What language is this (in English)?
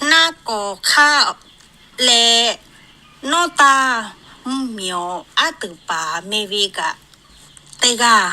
Lahu